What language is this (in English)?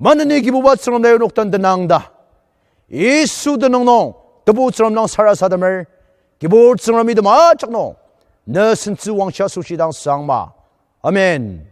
Ao Naga